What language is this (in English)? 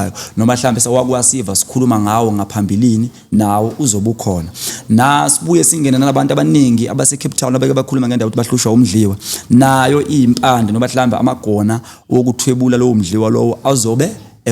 Zulu